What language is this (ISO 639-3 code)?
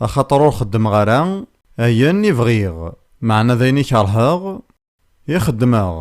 kab